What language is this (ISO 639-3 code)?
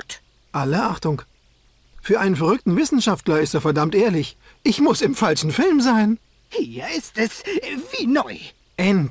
bar